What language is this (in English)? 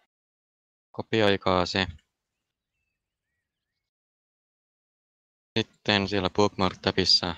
Finnish